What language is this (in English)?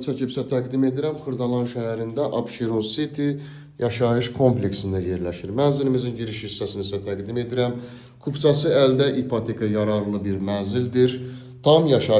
Azerbaijani